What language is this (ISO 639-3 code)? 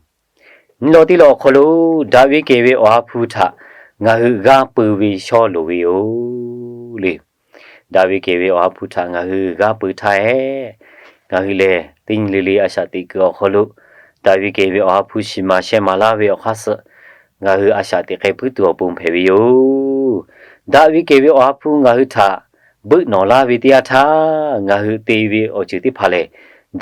lhu